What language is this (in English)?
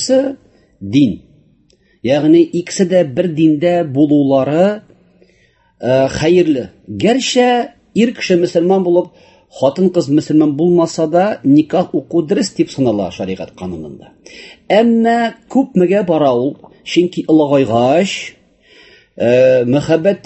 Tatar